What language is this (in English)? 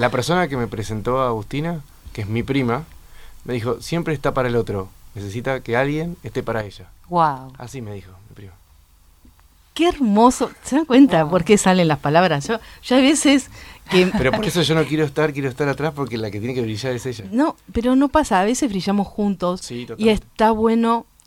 Spanish